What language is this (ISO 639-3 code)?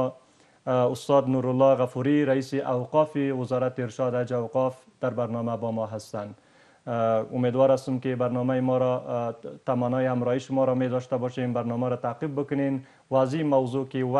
fas